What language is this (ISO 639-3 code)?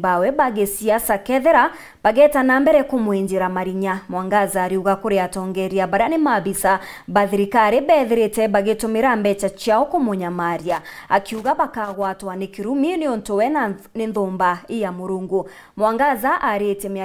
mer